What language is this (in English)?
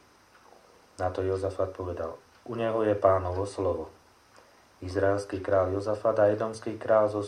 Slovak